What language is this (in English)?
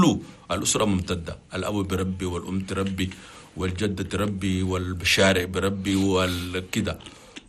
Chadian Arabic